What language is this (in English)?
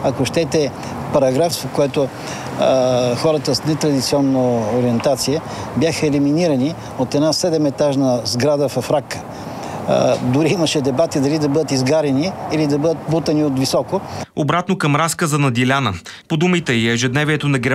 Bulgarian